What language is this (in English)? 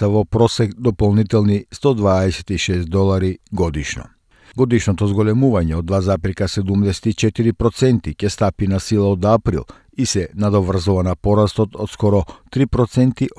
Macedonian